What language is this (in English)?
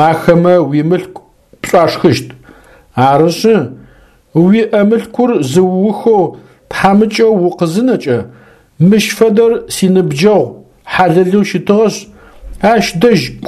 Adyghe